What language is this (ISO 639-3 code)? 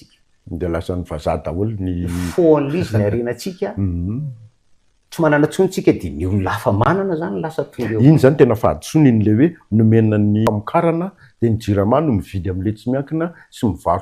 mlg